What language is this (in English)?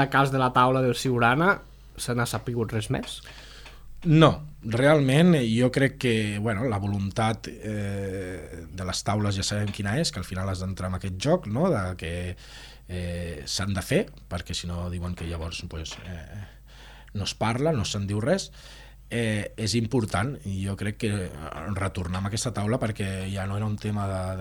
Catalan